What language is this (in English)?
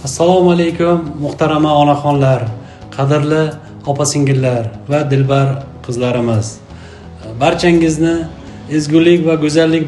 Uzbek